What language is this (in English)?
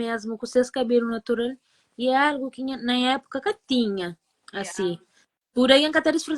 Kabuverdianu